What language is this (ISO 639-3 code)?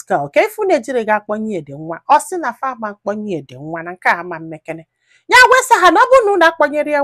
ibo